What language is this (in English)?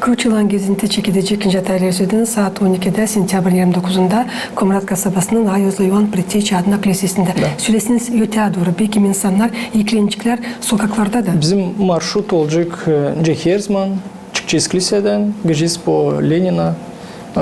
Gagauz